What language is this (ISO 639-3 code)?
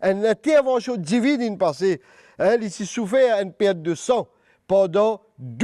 mfe